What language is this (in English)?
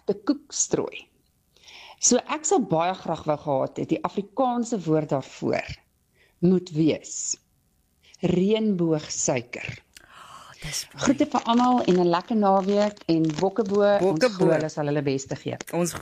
Afrikaans